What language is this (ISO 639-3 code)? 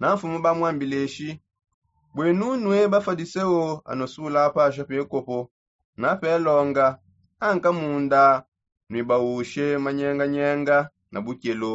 sop